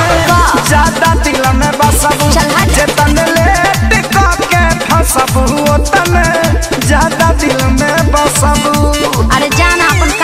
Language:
Bhojpuri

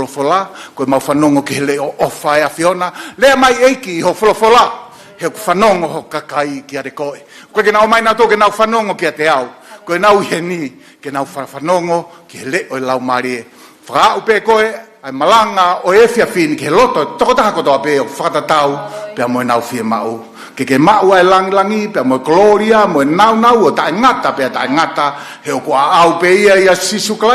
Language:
Tongan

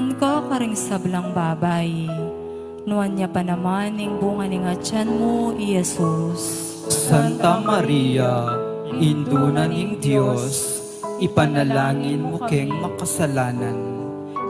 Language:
Pampanga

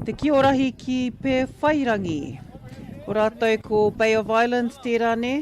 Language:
Māori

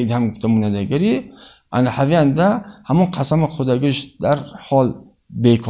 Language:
Tajik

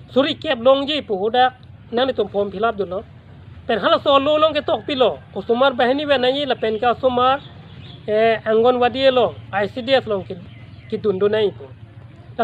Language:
Karbi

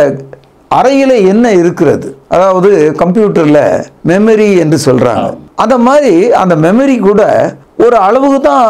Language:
Tamil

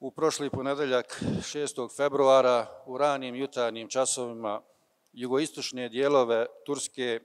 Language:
Bosnian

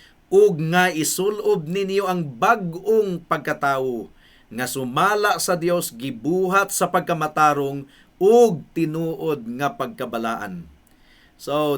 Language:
Cebuano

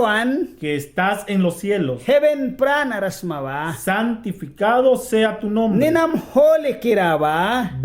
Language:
Mískito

